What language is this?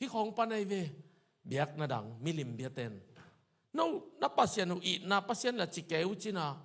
Tedim Chin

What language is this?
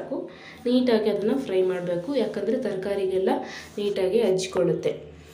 Kannada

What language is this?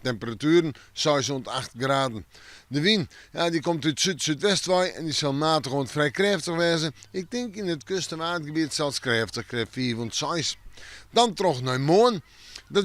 Western Frisian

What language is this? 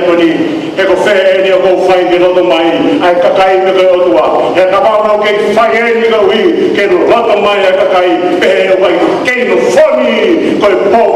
Tongan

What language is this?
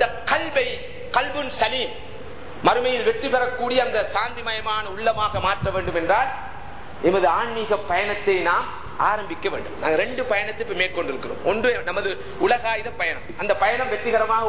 Tamil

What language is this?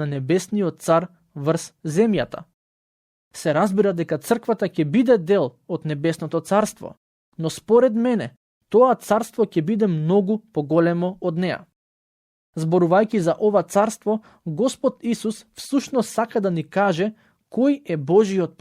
Macedonian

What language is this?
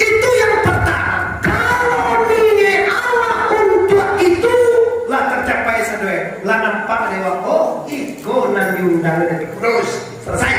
Minangkabau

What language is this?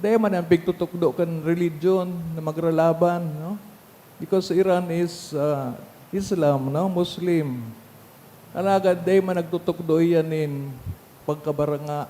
Bikol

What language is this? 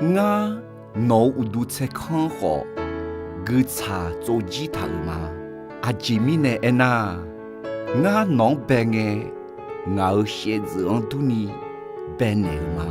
Akha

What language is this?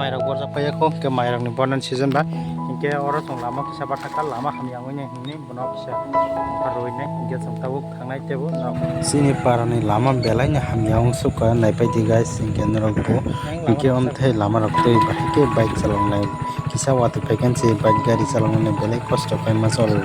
Kok Borok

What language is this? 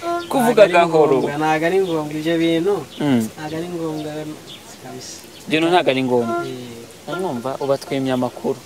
Kinyarwanda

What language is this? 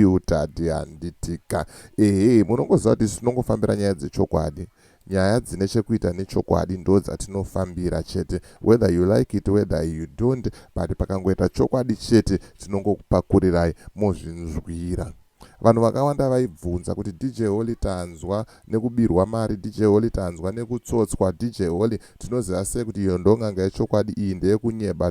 Shona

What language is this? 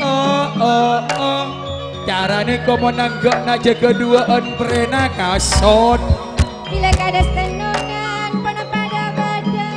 Madurese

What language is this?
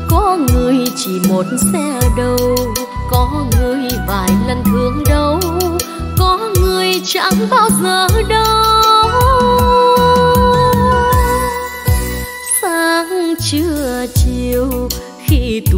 Vietnamese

